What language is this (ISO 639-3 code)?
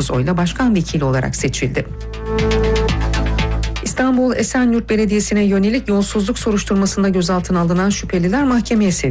tur